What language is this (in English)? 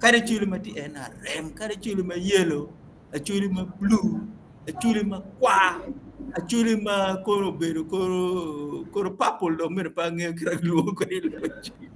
Acoli